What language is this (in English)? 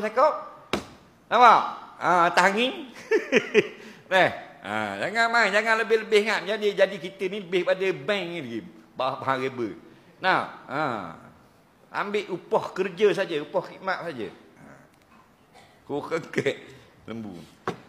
Malay